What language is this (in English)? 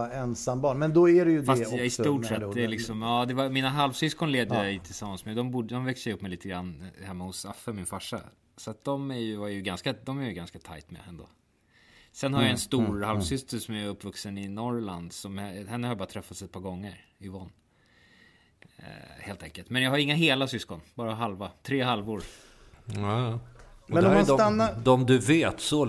Swedish